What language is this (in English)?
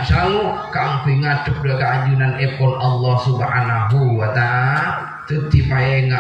Madurese